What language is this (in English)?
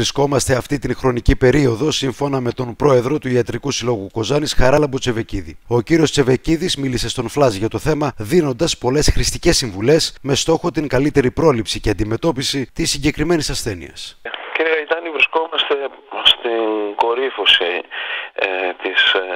Greek